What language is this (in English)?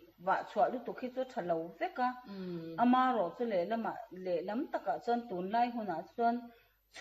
Mizo